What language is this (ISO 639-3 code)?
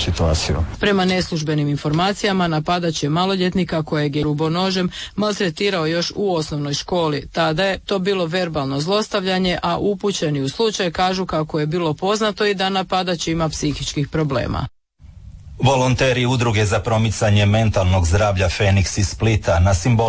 hrv